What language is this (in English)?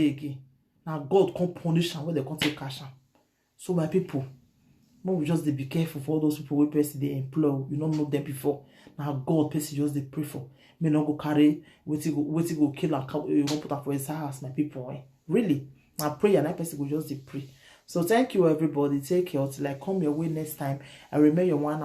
Nigerian Pidgin